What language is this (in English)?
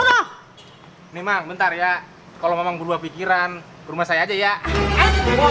Betawi